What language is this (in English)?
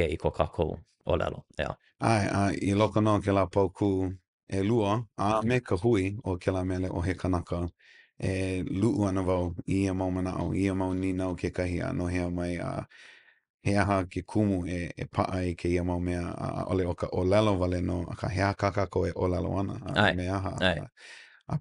Hawaiian